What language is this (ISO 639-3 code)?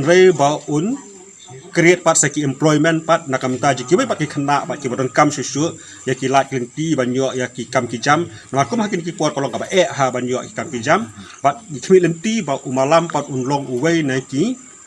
kha